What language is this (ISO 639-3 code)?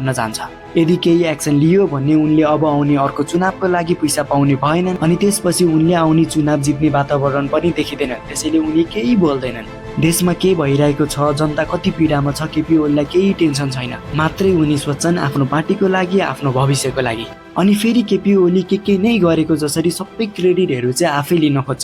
nep